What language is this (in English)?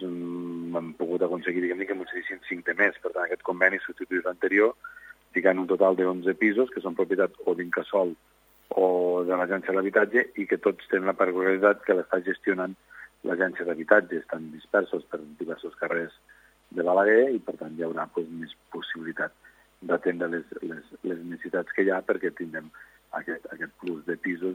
Catalan